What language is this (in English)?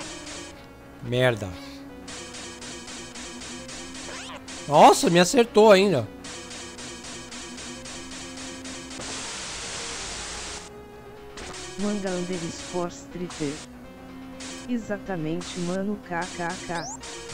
Portuguese